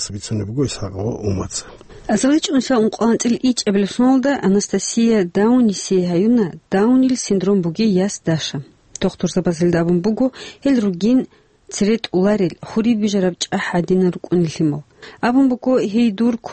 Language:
Avaric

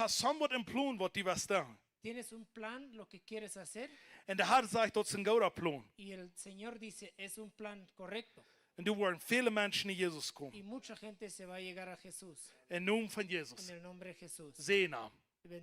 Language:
Plautdietsch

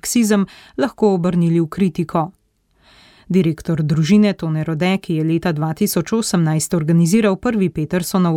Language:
Slovenian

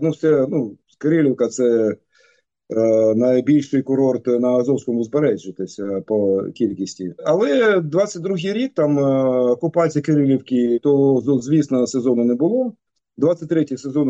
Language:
Ukrainian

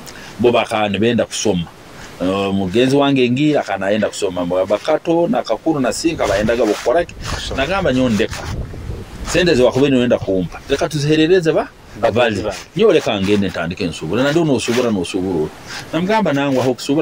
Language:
Nyoro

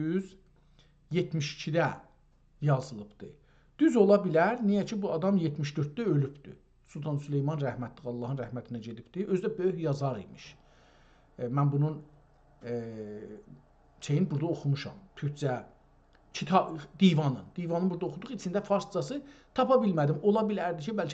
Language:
South Azerbaijani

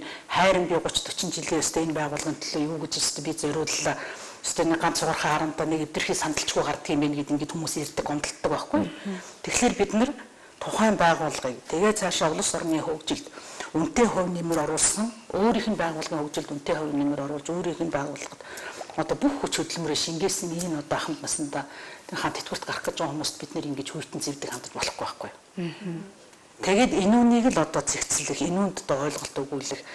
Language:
Mongolian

